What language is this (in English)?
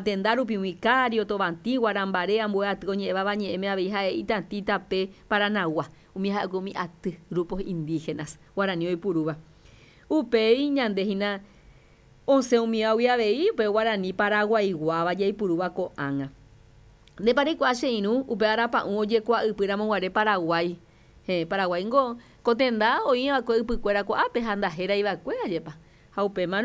Guarani